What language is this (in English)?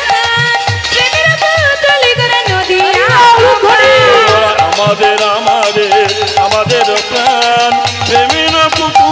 Bangla